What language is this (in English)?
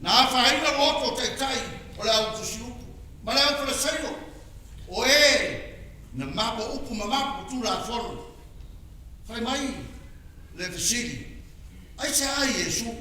Samoan